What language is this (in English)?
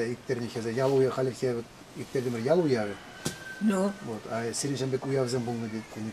Chuvash